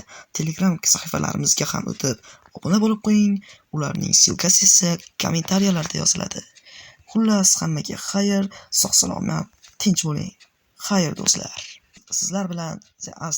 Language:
Uzbek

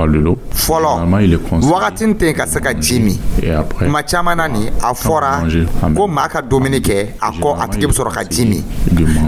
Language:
Dyula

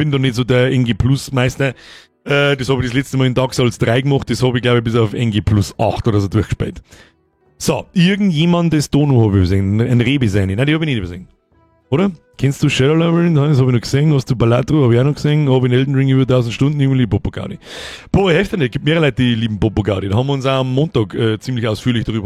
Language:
Bavarian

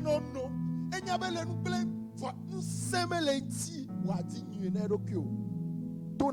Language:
Ewe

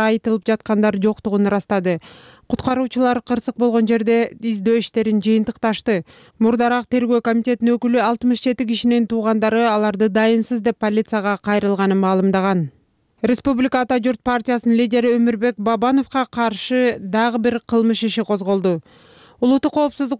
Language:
Kyrgyz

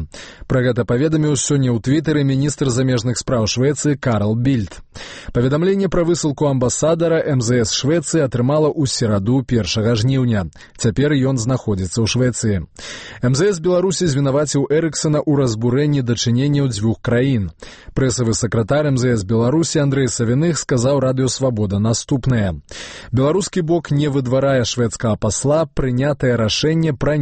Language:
Belarusian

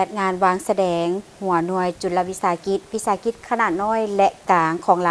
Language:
Lao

